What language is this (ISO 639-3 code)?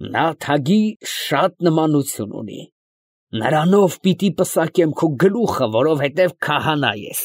hye